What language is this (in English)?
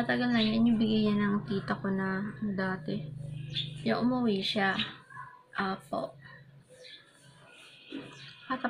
Filipino